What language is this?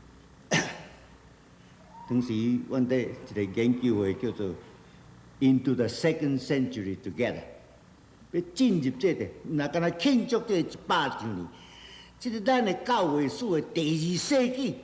Min Nan Chinese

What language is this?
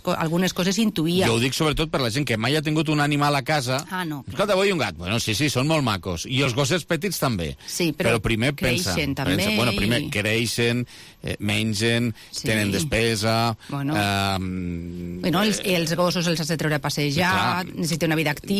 Catalan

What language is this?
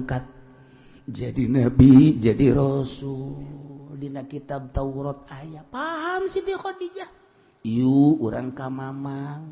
Sundanese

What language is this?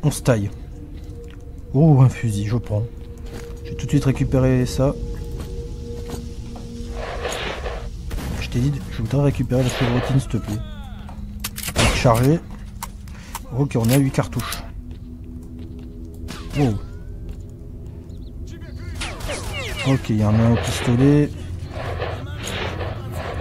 French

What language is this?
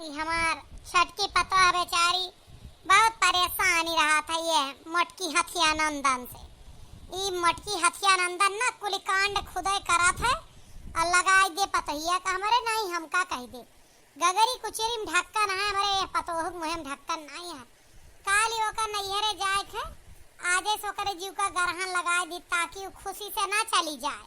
Awadhi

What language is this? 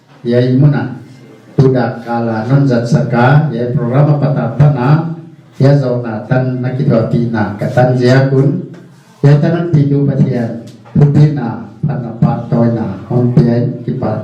Paite Chin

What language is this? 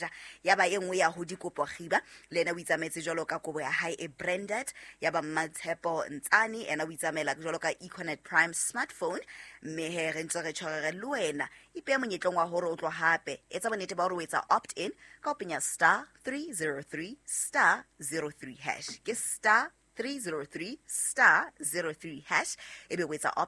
Southern Sotho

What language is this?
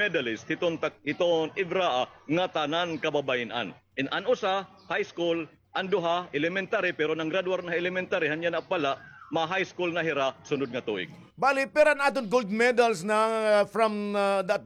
Waray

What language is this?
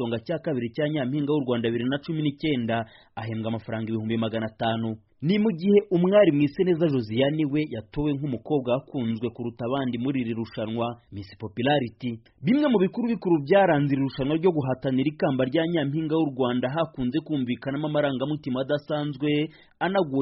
Kinyarwanda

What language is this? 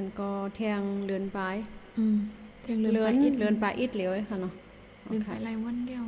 Shan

